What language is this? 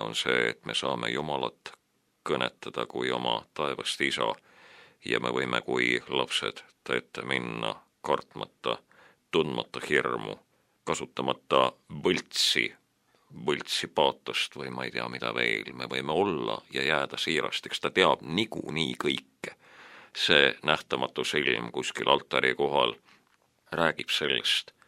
Estonian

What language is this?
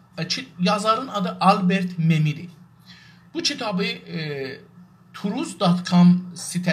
South Azerbaijani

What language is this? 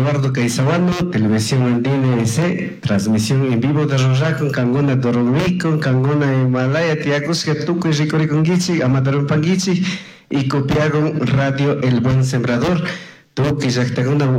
Chimborazo Highland Quichua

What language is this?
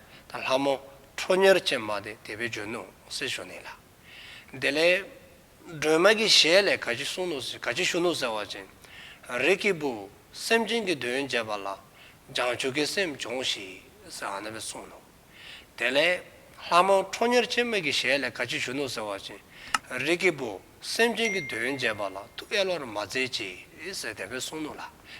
Dzongkha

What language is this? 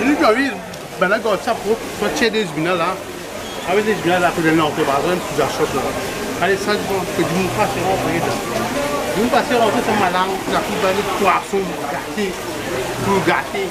Morisyen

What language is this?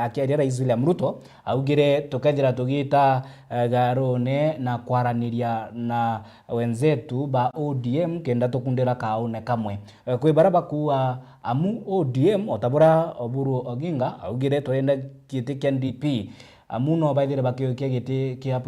Meru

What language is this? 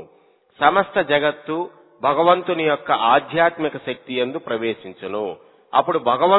Telugu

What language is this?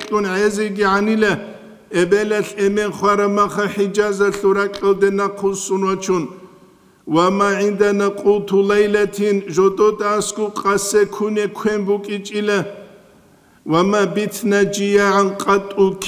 Avaric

